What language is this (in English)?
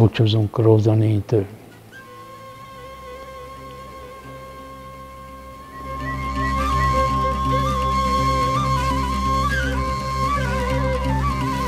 Hungarian